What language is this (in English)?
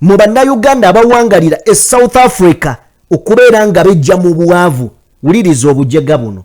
Ganda